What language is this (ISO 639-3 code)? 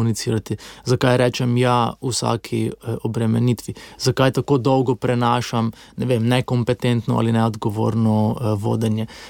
slv